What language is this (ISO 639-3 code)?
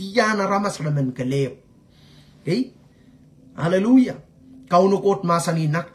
pon